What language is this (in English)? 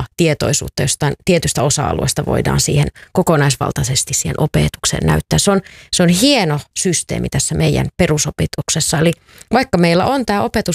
Finnish